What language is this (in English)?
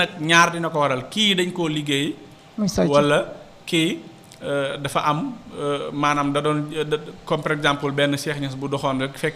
Wolof